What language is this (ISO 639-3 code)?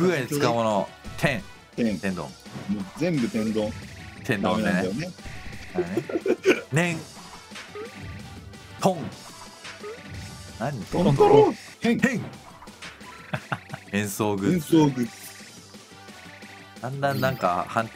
jpn